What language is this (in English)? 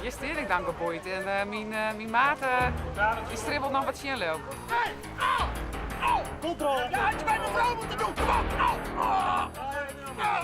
Western Frisian